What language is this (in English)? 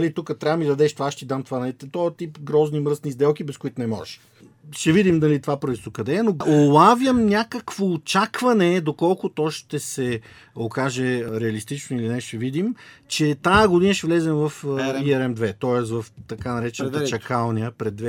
Bulgarian